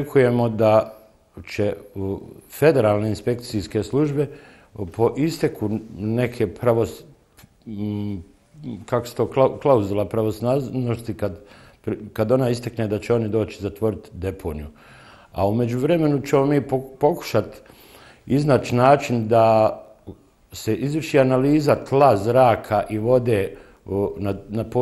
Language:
Bosnian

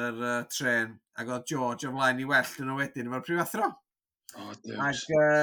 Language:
Welsh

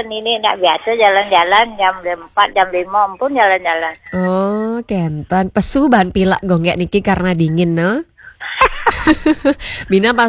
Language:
Balinese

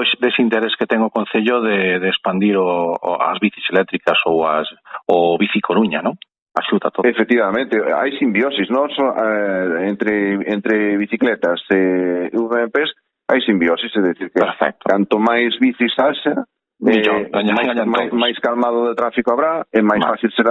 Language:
Galician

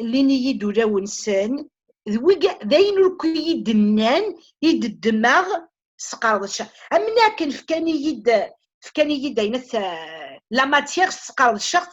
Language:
Kabyle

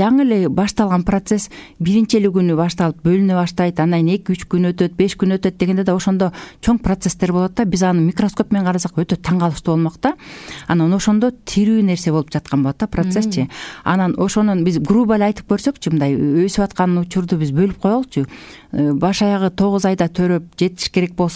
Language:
Kyrgyz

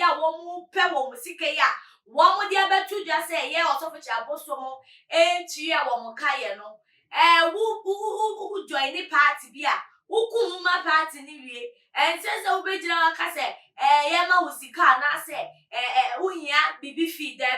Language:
Akan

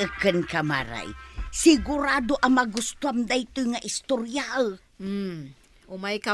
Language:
Iloko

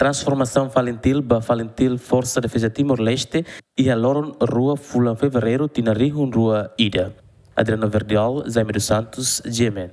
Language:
Tetum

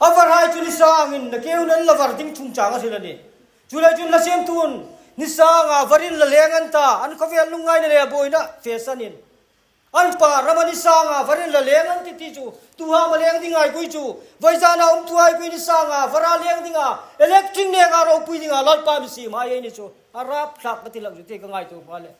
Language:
Hmar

